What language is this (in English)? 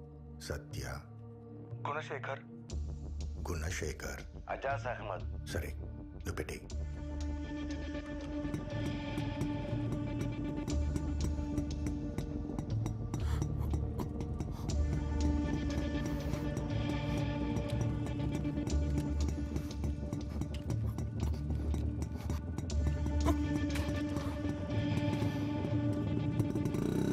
Telugu